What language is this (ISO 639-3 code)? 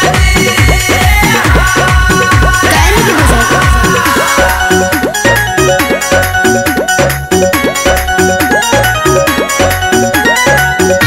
bho